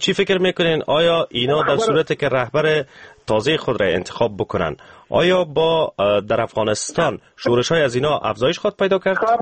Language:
Persian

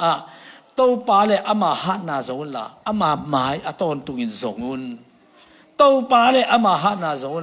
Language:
Tedim Chin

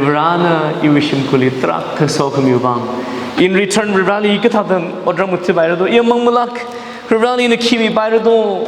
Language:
Tangkhul Naga (India)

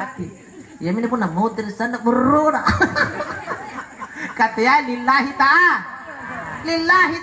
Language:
Makasar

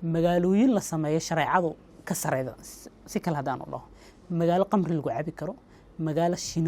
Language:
Somali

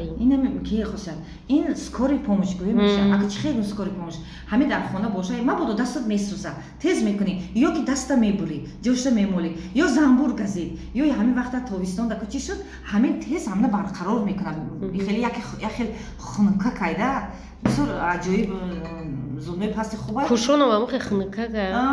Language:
Tajik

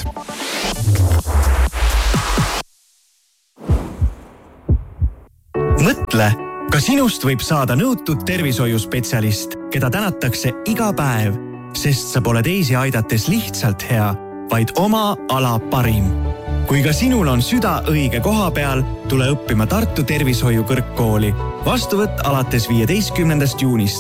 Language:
Estonian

